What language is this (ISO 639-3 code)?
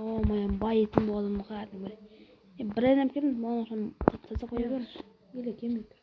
kaa